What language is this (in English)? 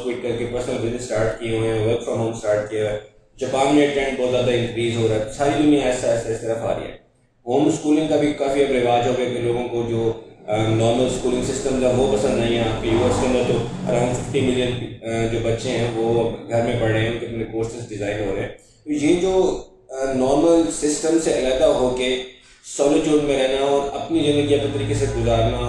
Hindi